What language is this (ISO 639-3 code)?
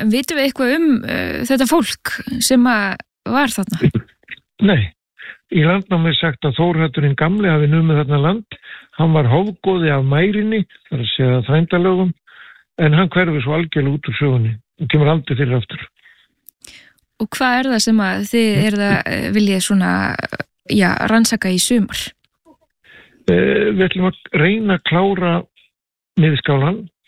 isl